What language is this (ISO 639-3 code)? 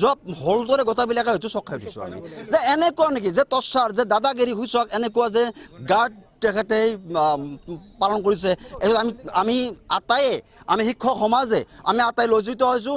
asm